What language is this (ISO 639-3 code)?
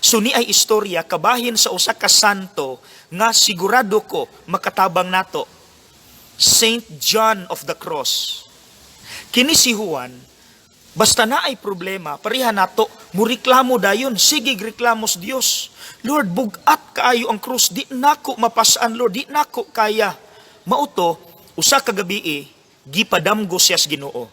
ceb